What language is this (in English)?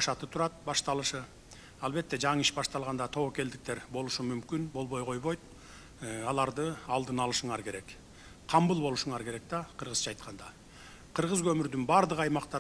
Kyrgyz